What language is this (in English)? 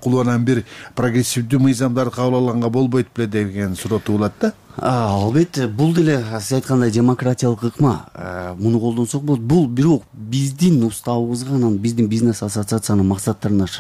Kyrgyz